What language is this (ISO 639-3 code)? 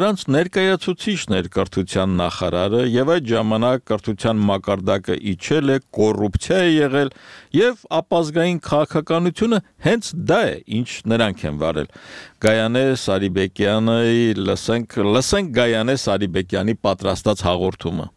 hye